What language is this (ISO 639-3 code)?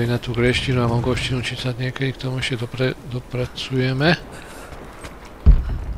slk